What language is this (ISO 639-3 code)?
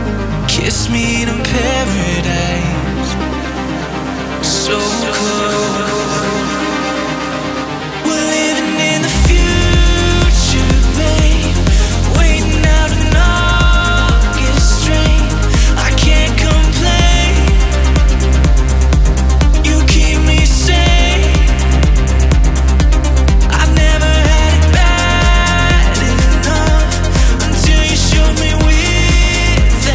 eng